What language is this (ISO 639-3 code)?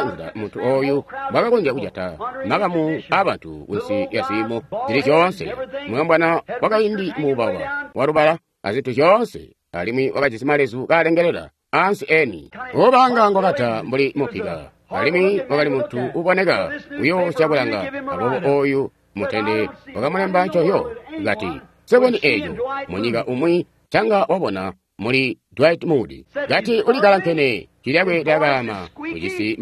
toi